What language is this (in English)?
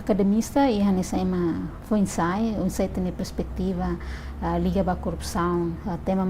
Tetum